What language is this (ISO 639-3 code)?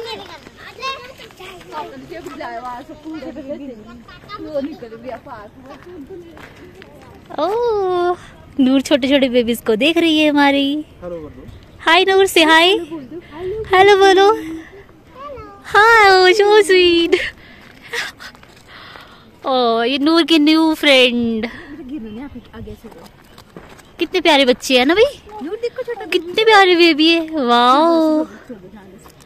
hin